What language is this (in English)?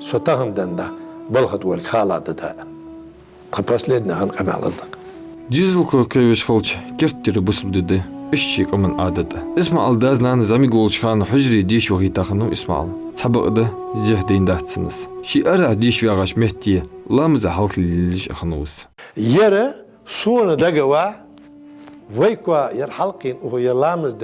Ingush